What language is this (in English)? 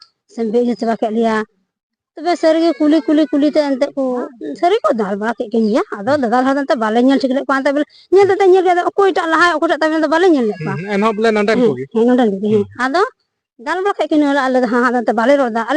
Santali